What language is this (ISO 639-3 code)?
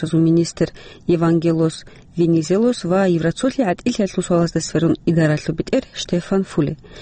ava